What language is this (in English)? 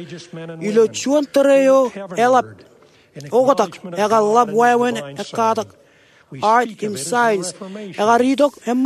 Marshallese